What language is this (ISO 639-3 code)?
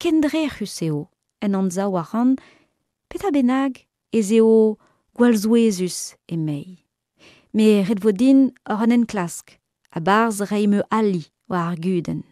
bre